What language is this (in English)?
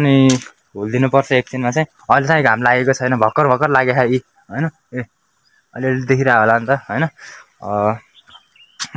Nepali